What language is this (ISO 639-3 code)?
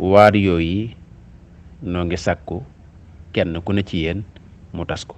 wol